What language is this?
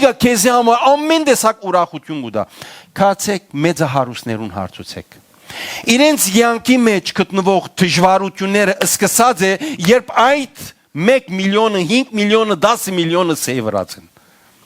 Western Armenian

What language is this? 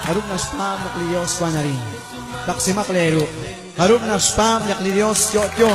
Kekchí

